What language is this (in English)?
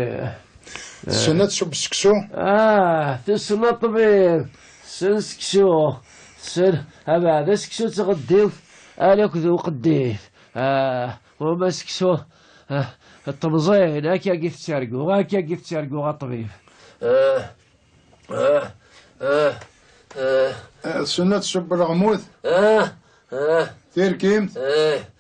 Kabyle